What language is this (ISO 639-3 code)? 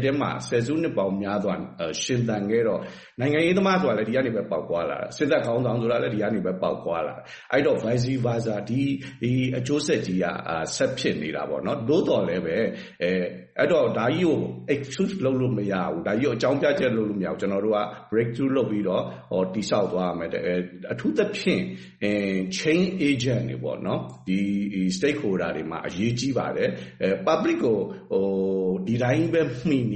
mya